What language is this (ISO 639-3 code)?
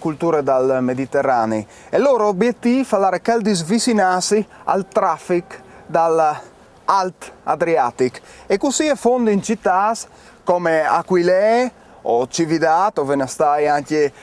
fur